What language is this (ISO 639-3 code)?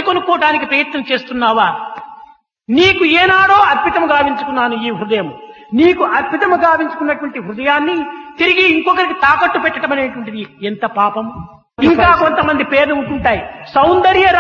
tel